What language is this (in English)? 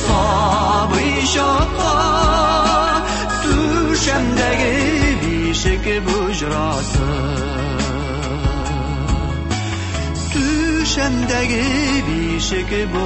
Tatar